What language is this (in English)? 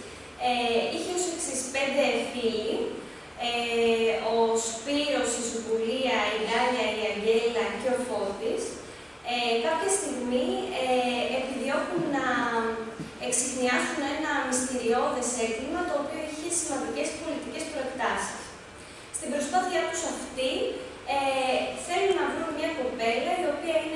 Greek